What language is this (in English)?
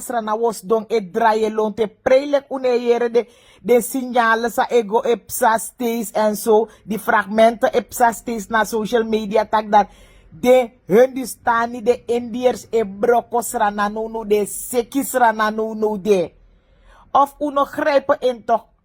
Sranan Tongo